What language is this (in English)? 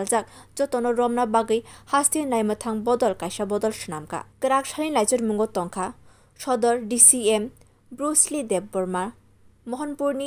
Kok Borok